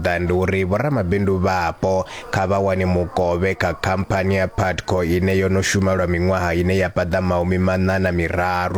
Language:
Venda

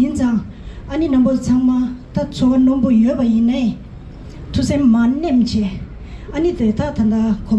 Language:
Tibetan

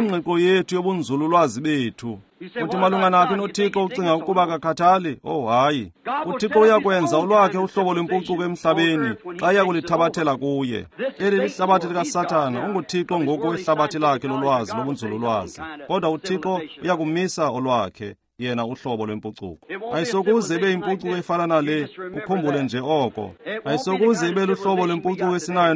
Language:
Xhosa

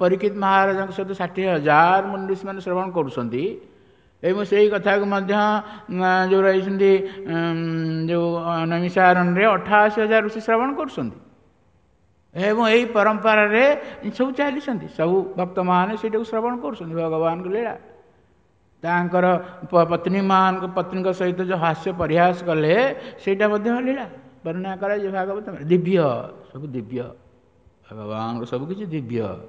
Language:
Odia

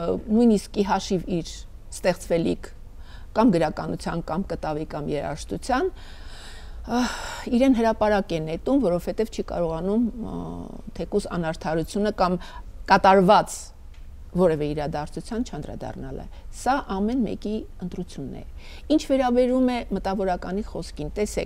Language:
Armenian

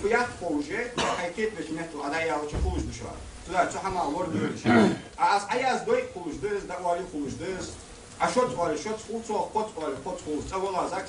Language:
Ingush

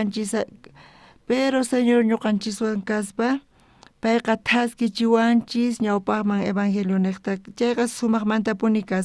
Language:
South Bolivian Quechua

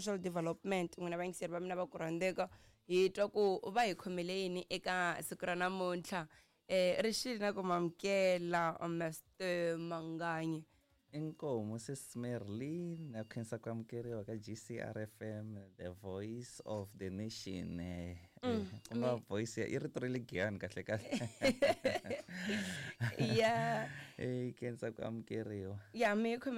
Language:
Tsonga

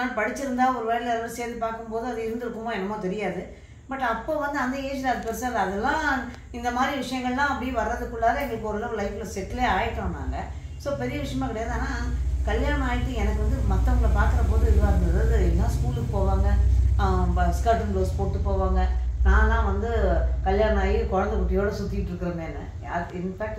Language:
Tamil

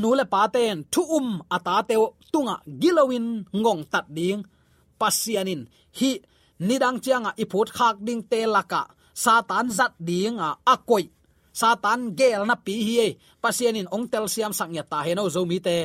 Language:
Tedim Chin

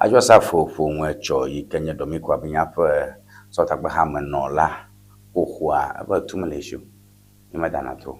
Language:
Ewe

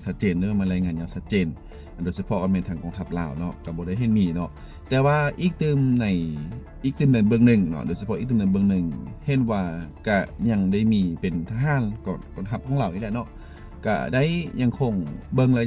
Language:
Lao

